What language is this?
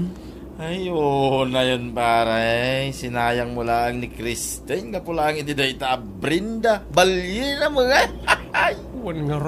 Iloko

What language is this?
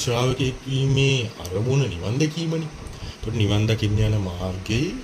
Sinhala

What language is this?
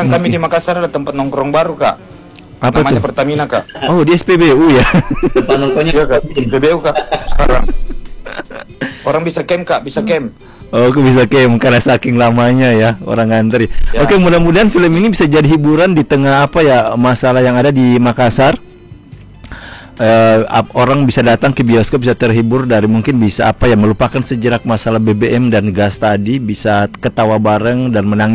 Indonesian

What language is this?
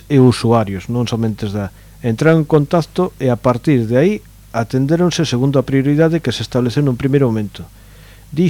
Galician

